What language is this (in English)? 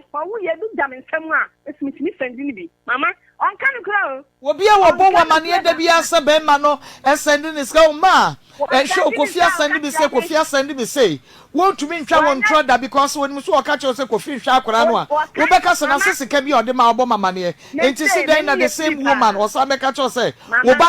Akan